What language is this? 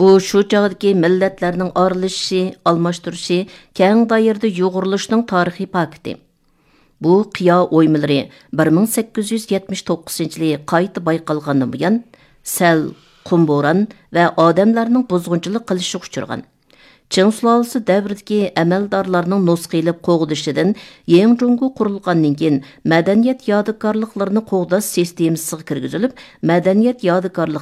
Uyghur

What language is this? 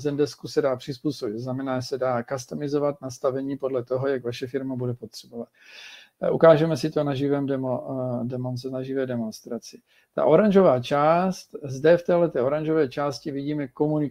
Czech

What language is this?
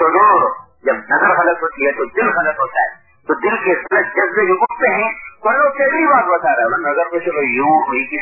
Urdu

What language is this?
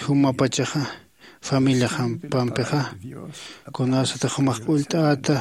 Aymara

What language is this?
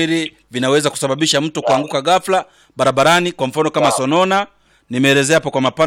Swahili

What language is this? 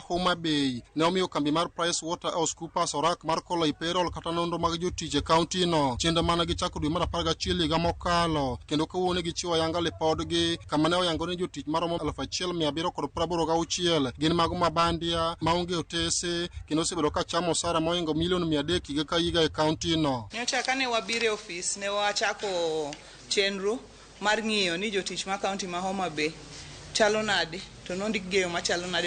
Luo (Kenya and Tanzania)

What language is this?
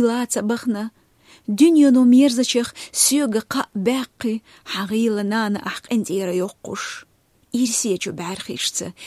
Chechen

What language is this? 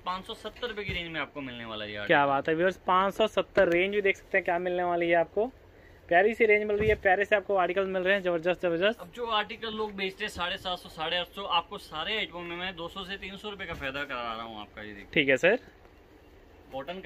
Hindi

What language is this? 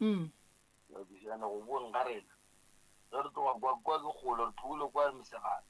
Northern Sotho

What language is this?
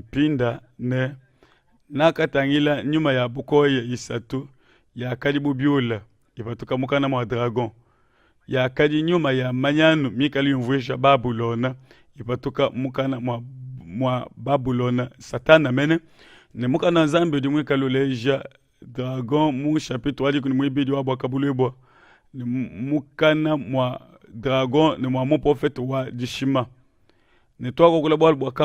Luba-Lulua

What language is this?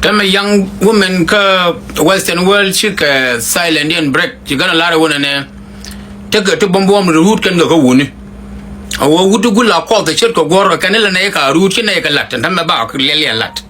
Nuer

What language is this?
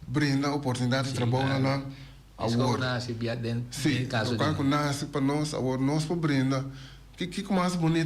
Papiamento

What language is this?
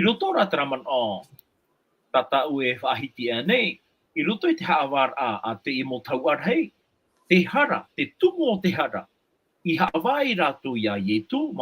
Tahitian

